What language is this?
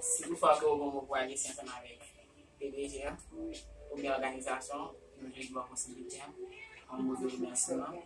Haitian Creole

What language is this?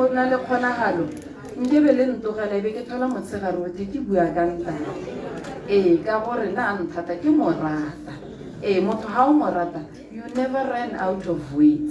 Tswana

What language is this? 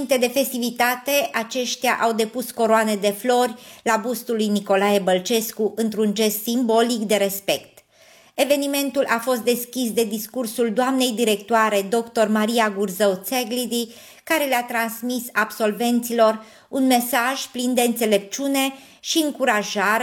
Romanian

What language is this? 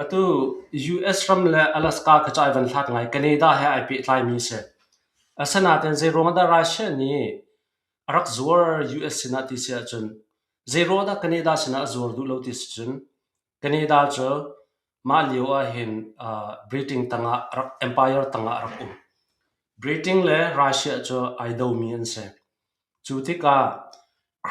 Hakha Chin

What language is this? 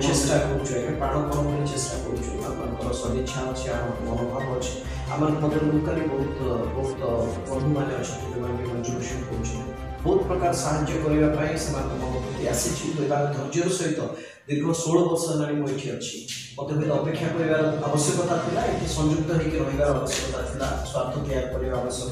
Odia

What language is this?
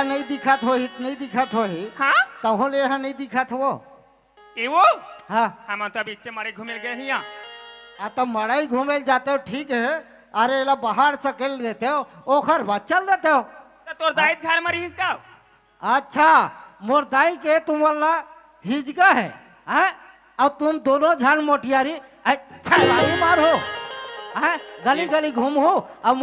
Chhattisgarhi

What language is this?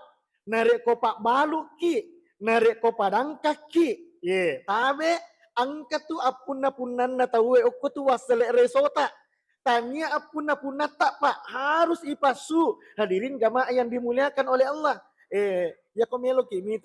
Buginese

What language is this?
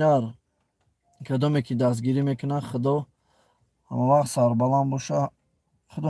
Tajik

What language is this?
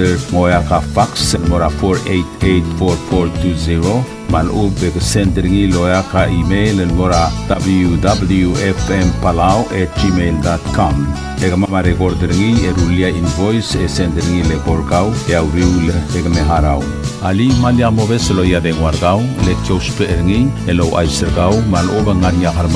Palauan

